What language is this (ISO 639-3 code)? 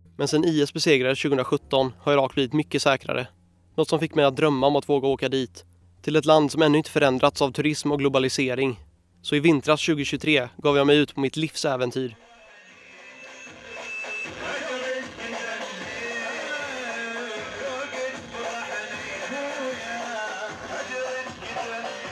swe